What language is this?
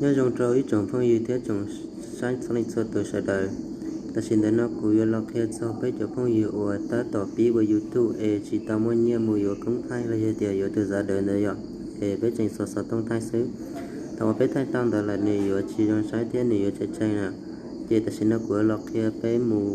Hmong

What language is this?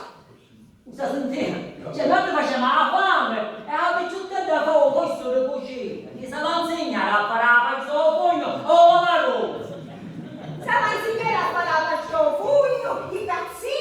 Sicilian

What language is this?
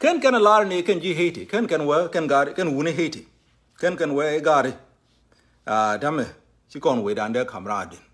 Nuer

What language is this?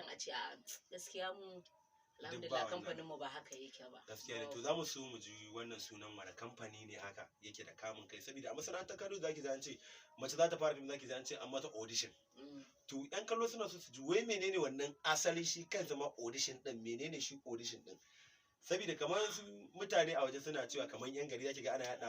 Hausa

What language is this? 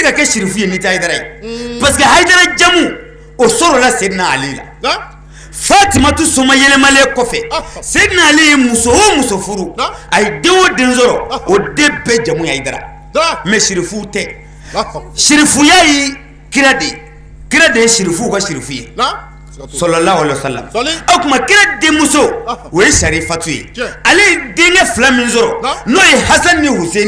Bambara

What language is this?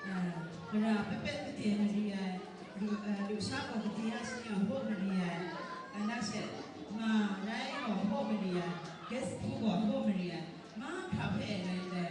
Kachin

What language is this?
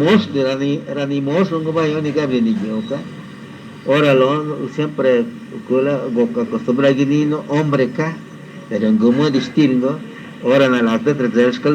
Lachiguiri Zapotec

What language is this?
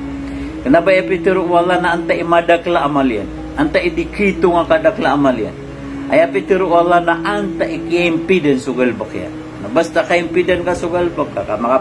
Maranao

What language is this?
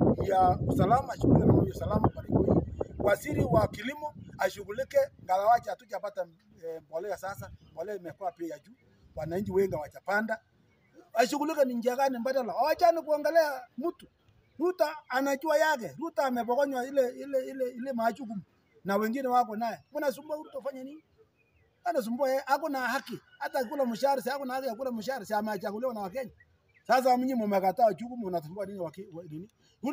Swahili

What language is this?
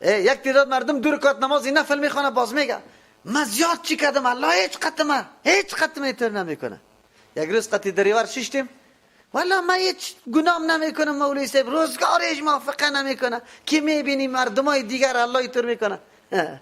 Persian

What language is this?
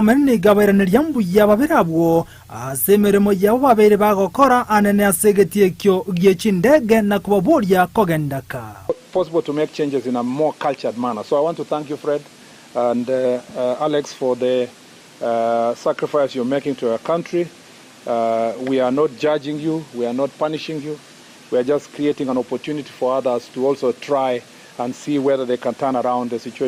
Gusii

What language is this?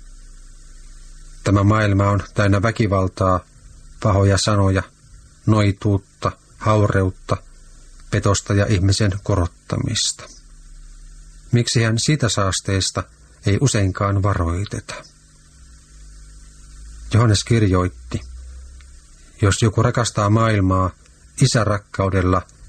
Finnish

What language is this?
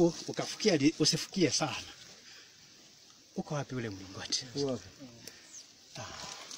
Swahili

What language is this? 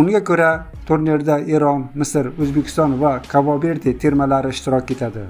Uzbek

